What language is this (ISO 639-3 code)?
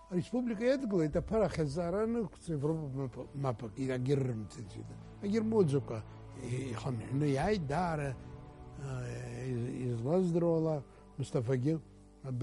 abk